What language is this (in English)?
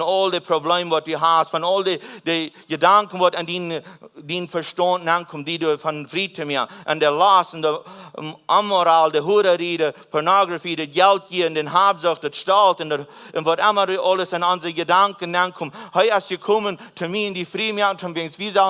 Plautdietsch